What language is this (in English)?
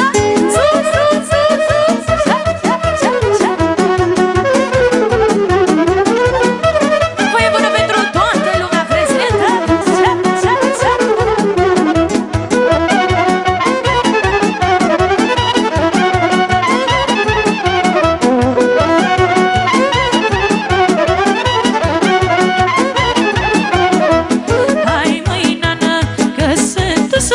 Romanian